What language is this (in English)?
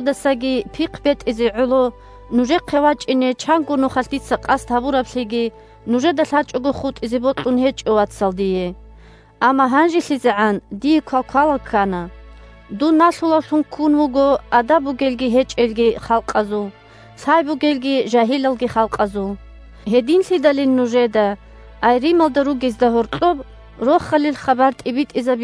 Avaric